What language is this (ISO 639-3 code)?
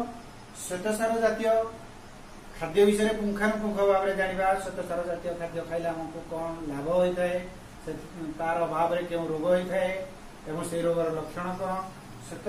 ori